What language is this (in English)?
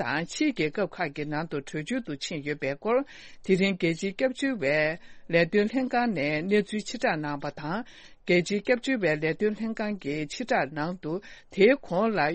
Tibetan